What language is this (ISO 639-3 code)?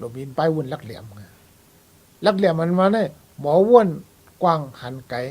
shn